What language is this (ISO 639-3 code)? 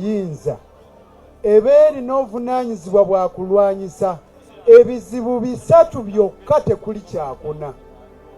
lug